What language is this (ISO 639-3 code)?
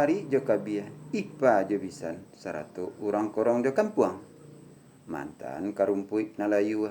min